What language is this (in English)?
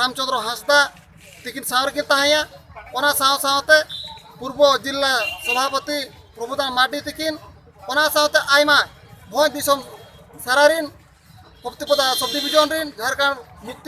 Santali